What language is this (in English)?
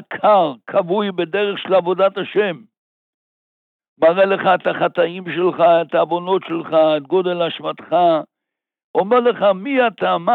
Hebrew